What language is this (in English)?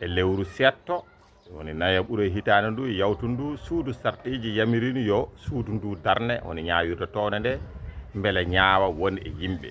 Fula